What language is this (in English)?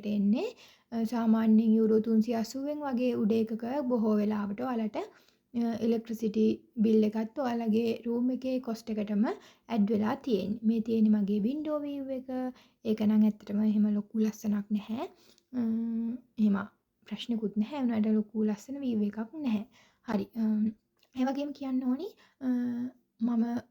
Sinhala